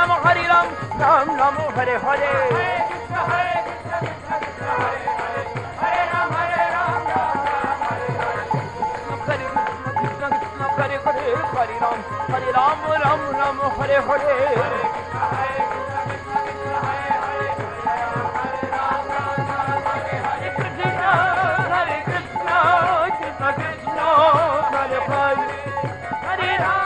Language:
Hindi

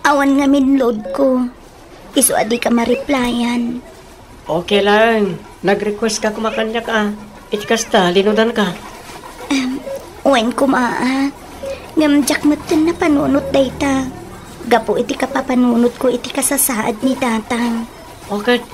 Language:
Iloko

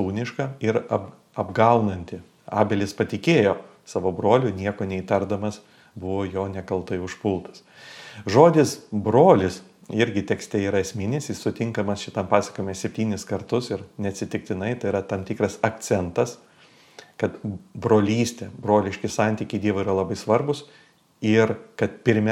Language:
Lithuanian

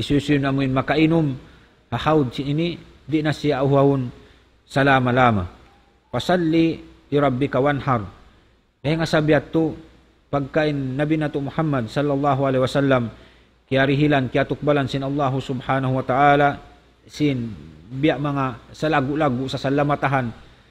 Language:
Tausug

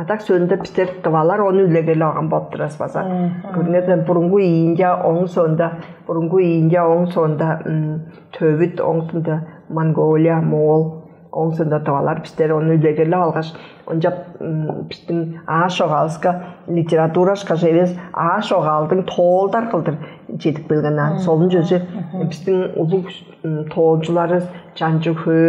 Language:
Tuvinian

